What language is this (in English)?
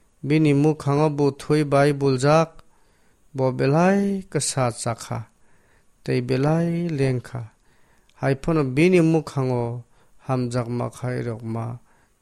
Kok Borok